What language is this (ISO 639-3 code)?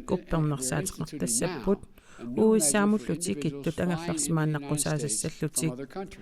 kal